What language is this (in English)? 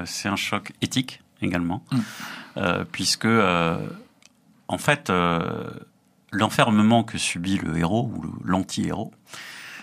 French